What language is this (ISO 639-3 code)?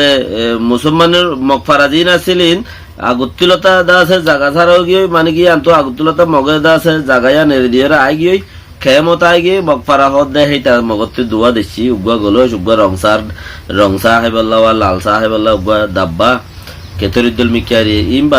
rhg